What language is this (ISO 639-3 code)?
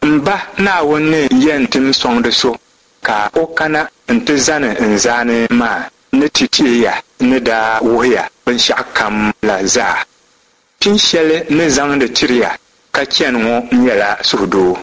dag